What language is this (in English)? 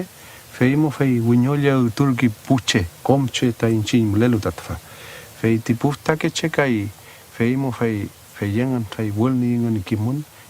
Mapuche